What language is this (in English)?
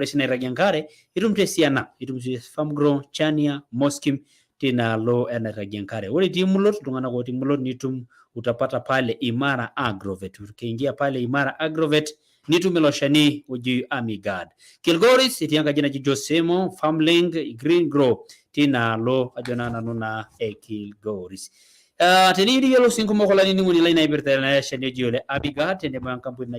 Masai